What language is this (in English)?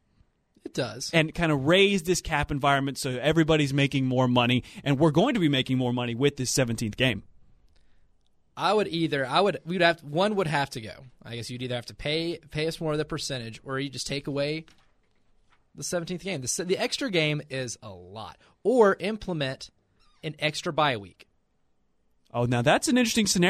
English